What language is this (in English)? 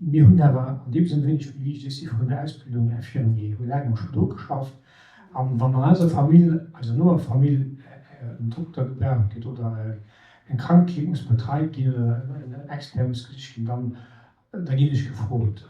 Luxembourgish